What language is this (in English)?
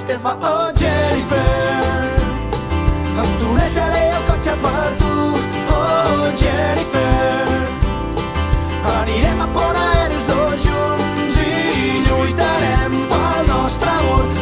Catalan